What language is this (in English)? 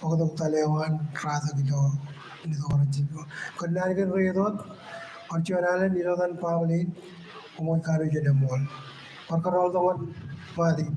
Marshallese